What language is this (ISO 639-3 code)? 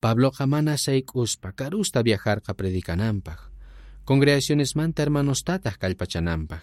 quh